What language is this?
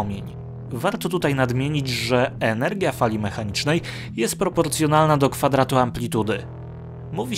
Polish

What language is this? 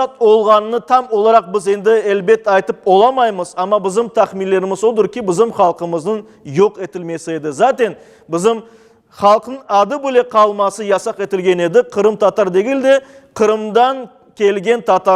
Crimean Tatar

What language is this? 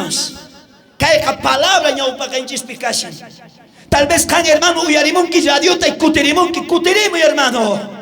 South Bolivian Quechua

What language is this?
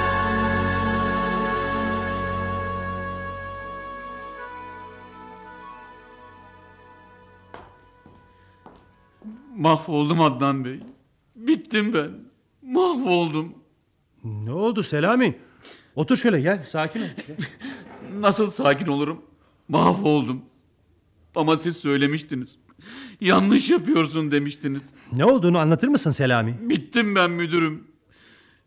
Turkish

